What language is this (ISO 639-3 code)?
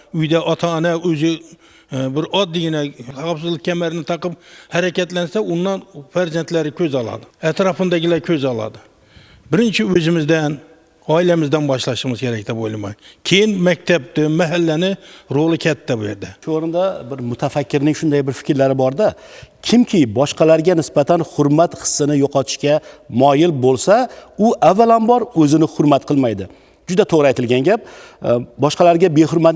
uzb